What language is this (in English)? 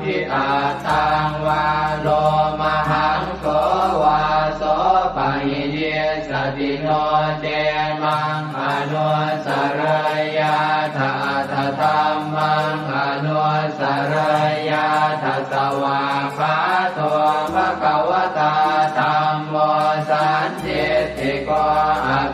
Pali